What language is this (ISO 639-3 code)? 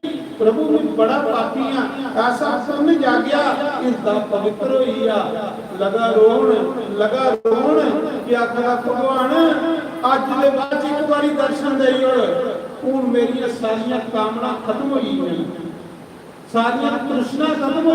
doi